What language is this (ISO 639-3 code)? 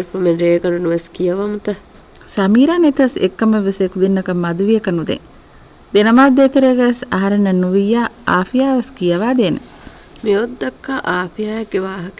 div